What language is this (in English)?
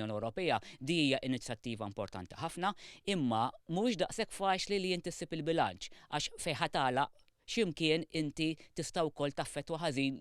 Maltese